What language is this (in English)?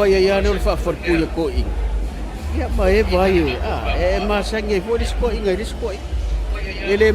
Samoan